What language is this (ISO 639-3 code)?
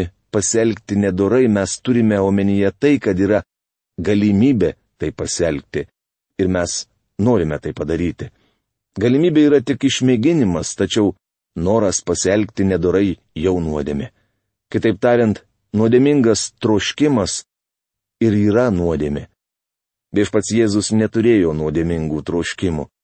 lit